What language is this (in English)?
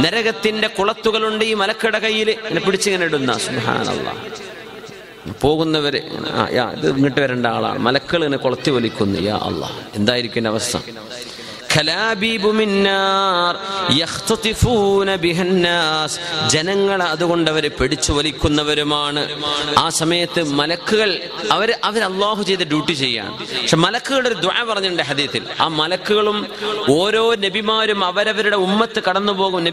Malayalam